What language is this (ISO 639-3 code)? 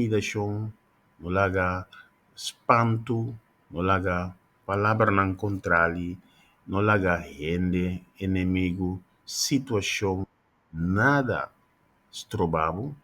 pap